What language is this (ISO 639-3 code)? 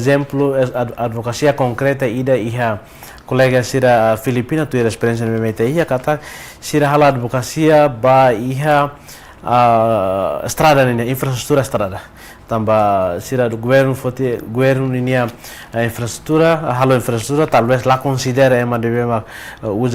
tet